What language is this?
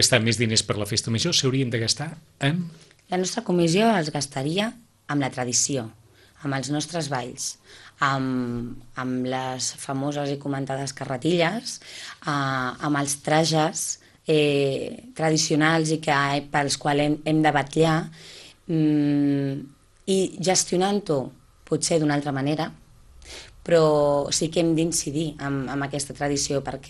Catalan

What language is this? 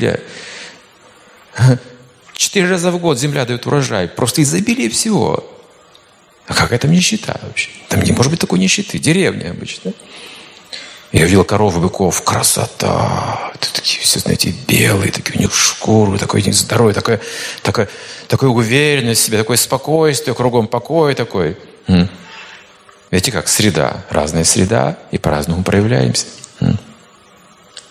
Russian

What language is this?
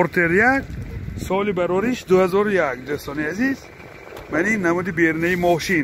Tajik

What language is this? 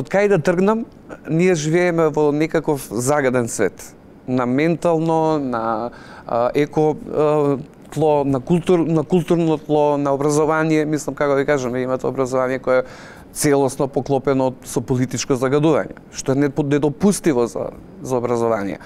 Macedonian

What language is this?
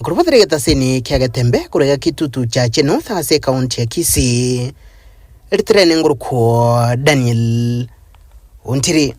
Gusii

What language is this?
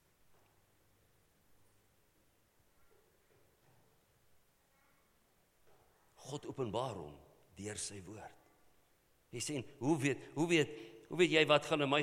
Afrikaans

